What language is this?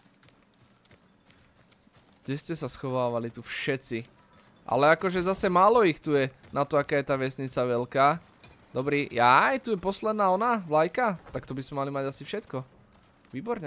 Slovak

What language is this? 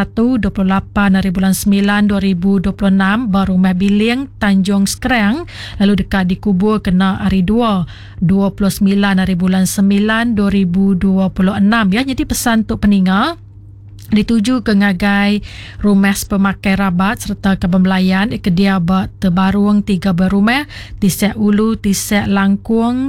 Iban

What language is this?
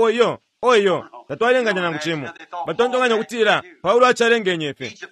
Bemba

